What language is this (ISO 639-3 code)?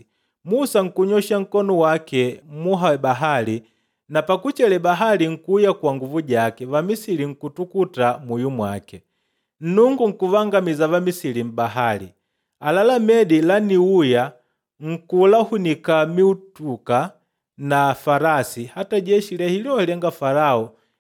kde